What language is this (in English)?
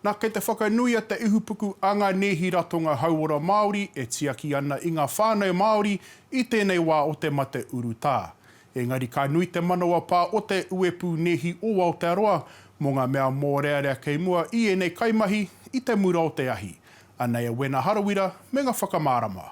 Māori